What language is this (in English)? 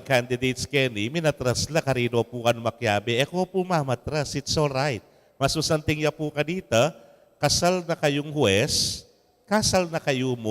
Pampanga